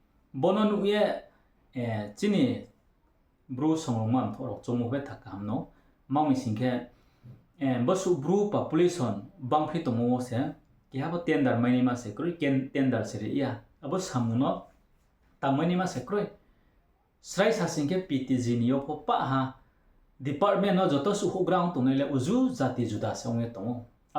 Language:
Riang (India)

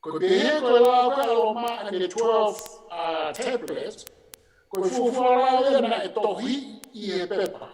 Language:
Tongan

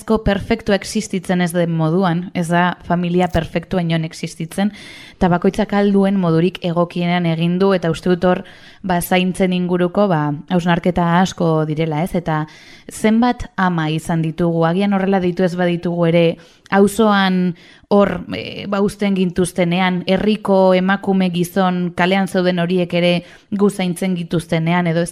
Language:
Basque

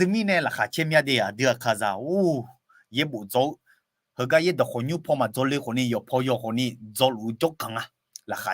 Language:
Akha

